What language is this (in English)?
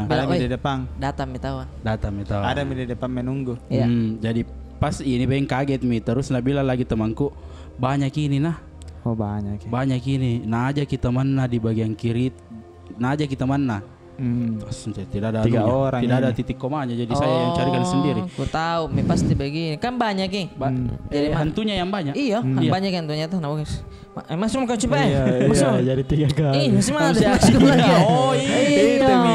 Makassar Malay